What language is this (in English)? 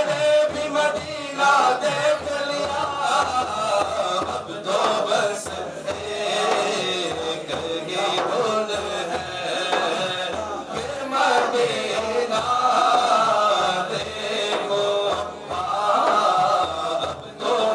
Urdu